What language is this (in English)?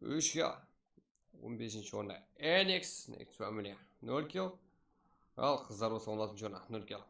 Kara-Kalpak